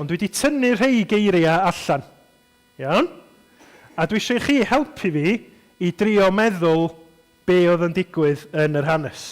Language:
Welsh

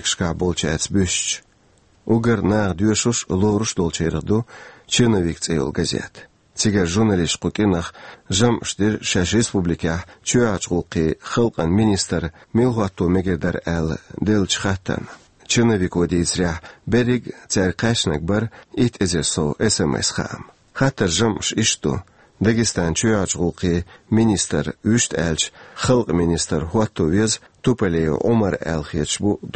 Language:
Chechen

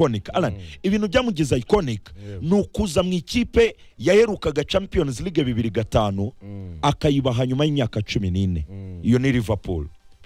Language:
Kinyarwanda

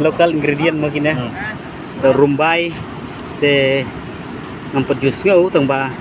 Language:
Khasi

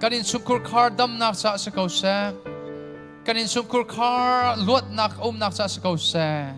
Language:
Hakha Chin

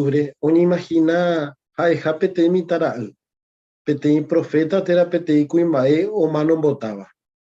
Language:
Guarani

